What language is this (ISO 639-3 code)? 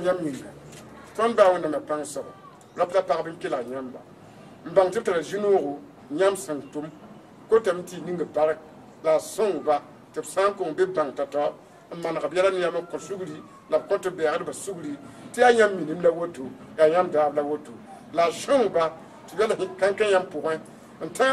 mos